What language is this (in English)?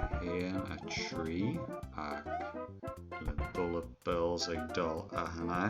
Irish